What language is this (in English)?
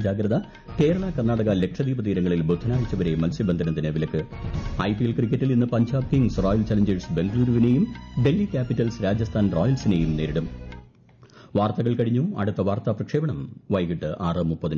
Malayalam